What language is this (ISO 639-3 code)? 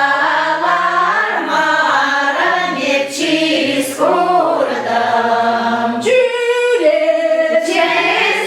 chv